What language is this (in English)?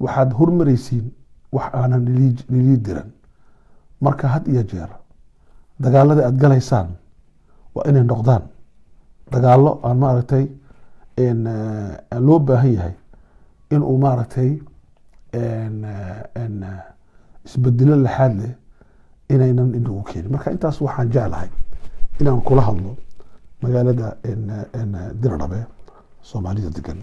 Somali